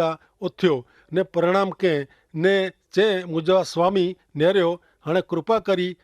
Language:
Kachhi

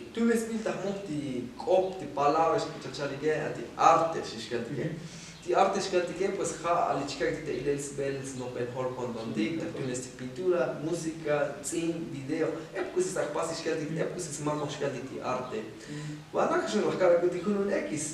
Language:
Tzotzil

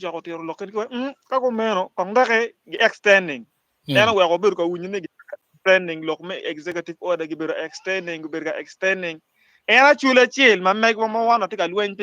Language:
Acoli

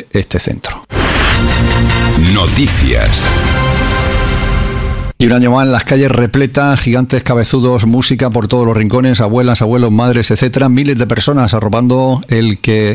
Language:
Spanish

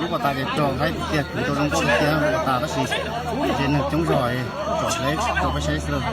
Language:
Hmong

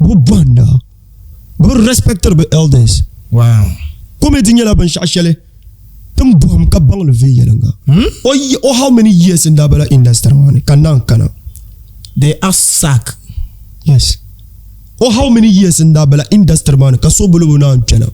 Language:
Dagbani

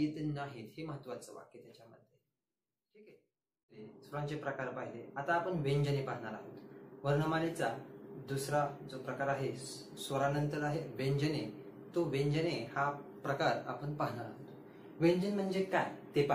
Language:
Marathi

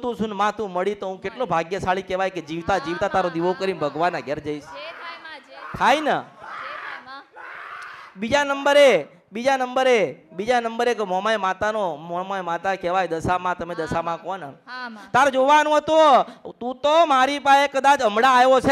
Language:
Gujarati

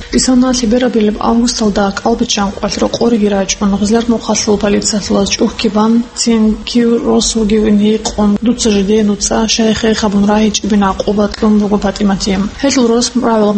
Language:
Avaric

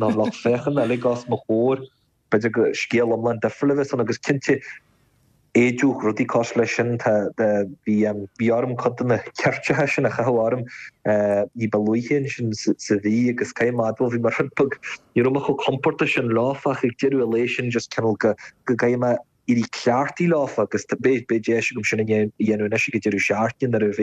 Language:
Irish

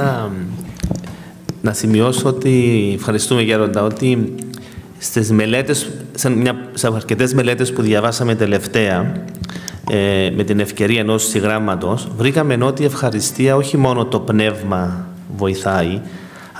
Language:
Greek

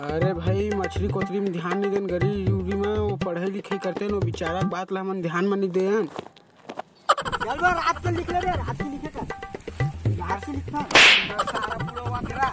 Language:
Chhattisgarhi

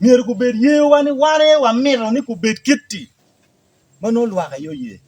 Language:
Acoli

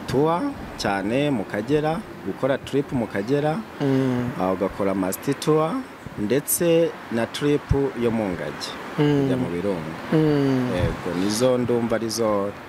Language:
Kinyarwanda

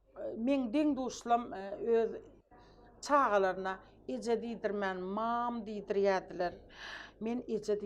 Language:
Turkmen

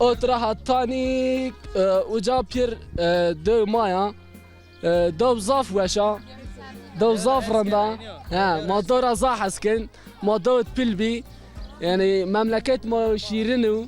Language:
Zaza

